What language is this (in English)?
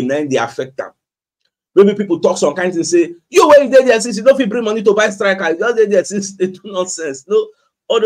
Nigerian Pidgin